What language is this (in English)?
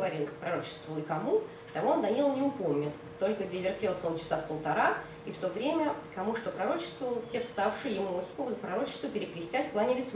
Russian